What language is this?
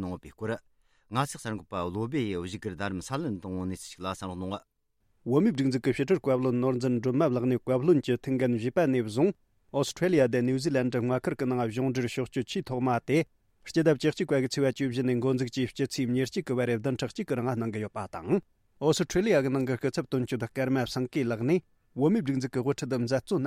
Tibetan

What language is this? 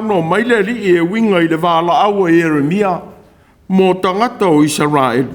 Samoan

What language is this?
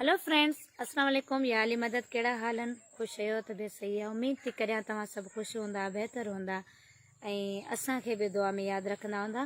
Sindhi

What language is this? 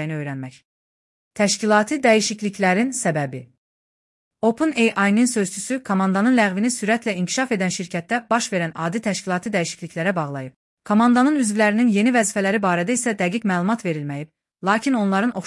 Azerbaijani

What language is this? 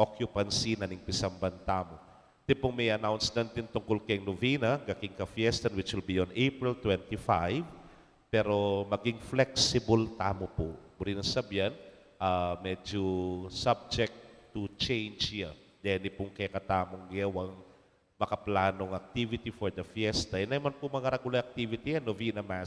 Pampanga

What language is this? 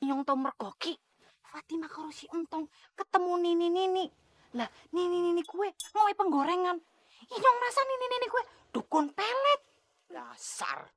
Betawi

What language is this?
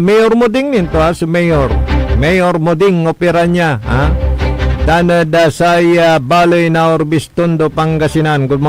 Pangasinan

